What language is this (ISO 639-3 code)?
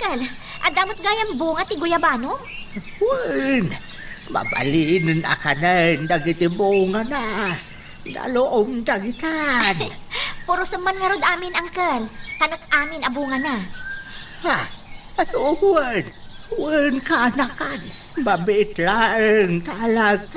ilo